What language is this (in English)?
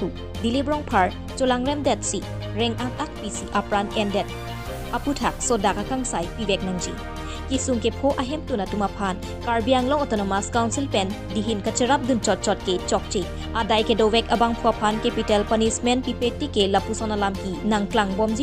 Karbi